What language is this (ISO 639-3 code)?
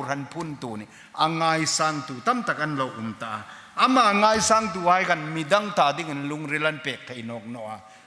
hmr